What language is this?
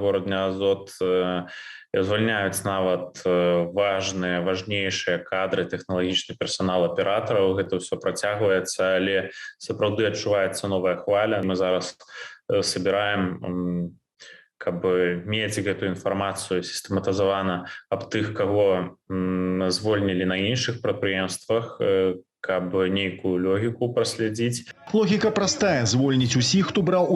Belarusian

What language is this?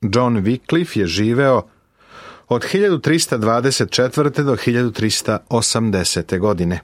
Serbian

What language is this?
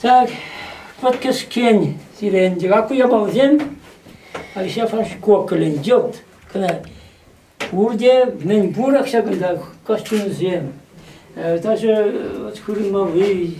Chuvash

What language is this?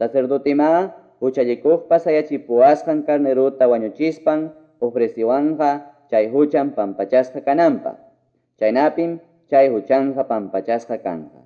Quechua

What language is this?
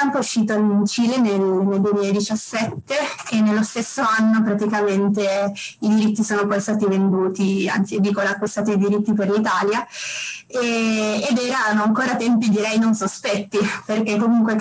Italian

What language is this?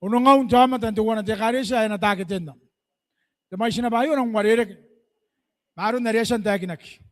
Gilbertese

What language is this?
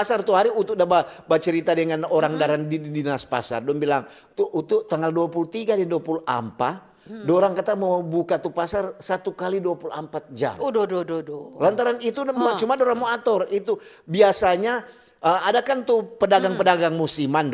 Manado Malay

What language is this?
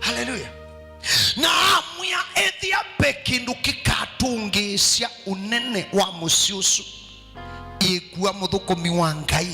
Kamba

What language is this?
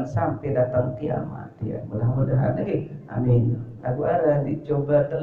Sasak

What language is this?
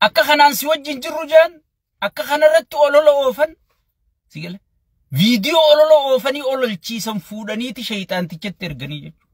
Oromo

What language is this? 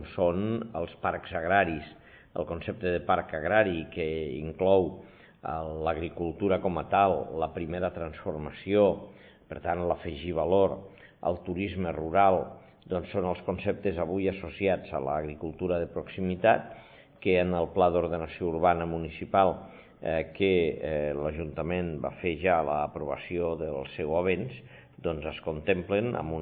Catalan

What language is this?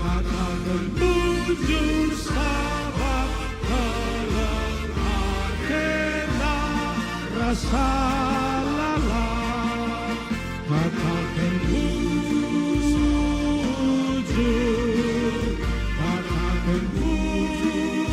Batak Karo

